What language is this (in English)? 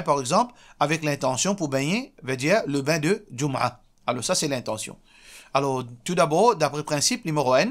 Morisyen